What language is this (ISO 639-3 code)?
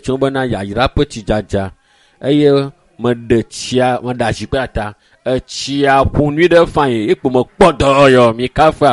ewe